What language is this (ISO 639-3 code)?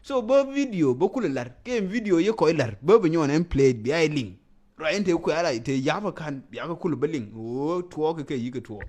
nus